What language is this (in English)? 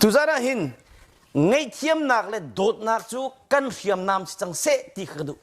Hakha Chin